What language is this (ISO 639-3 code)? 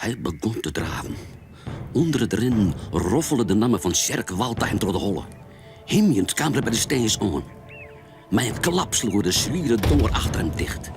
fry